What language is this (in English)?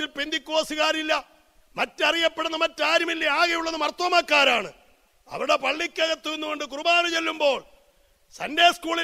Malayalam